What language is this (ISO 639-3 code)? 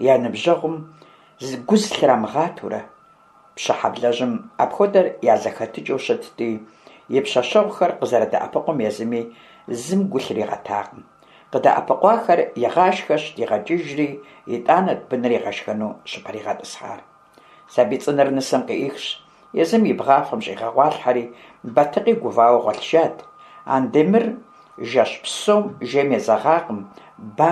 kbd